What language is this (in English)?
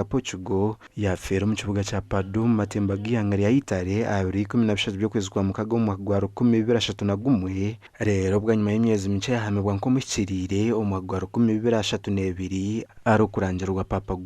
Nyankole